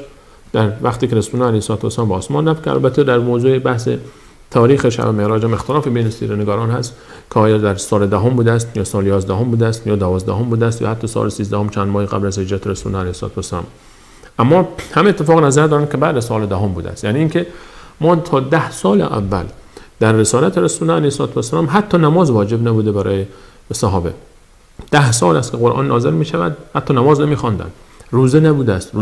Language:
Persian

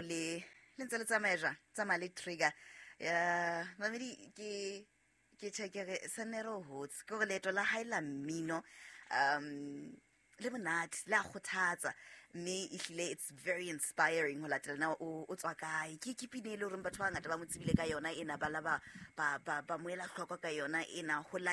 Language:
Southern Sotho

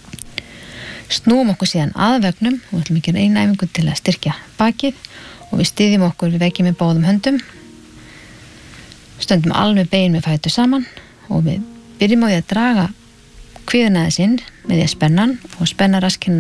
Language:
Icelandic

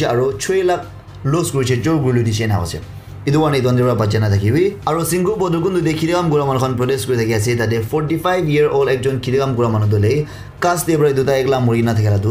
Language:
Naga Pidgin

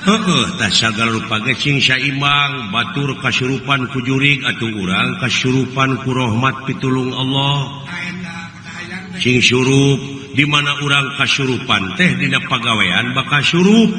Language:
Sundanese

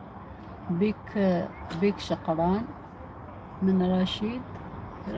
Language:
Algerian Arabic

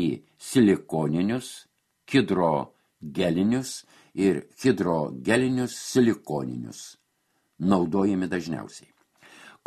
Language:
Lithuanian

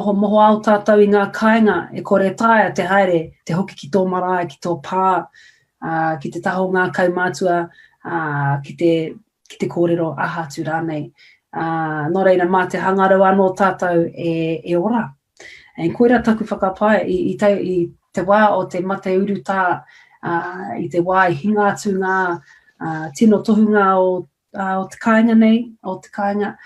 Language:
Māori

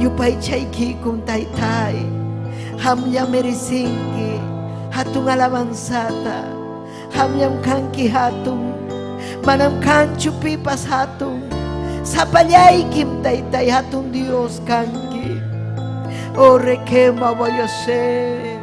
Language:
Ayacucho Quechua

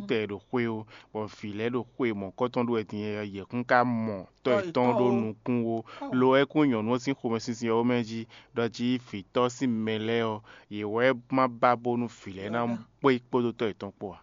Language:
Fon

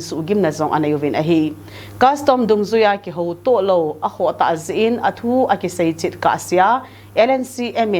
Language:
Thado Chin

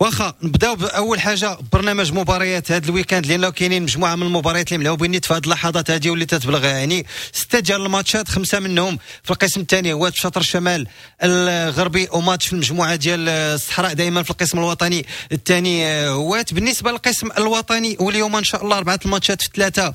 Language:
Moroccan Arabic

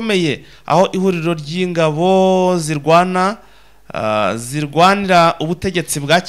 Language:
Kinyarwanda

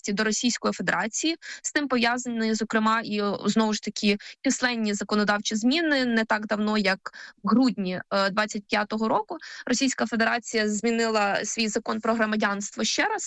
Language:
Ukrainian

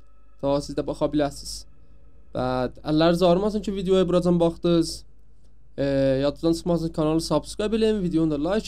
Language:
South Azerbaijani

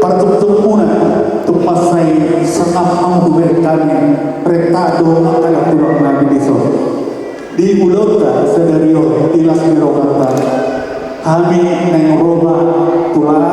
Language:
Batak Toba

